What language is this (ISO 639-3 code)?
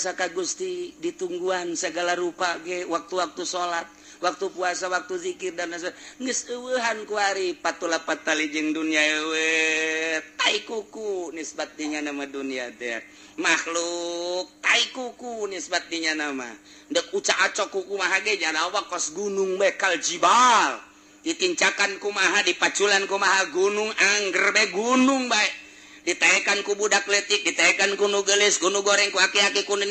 sun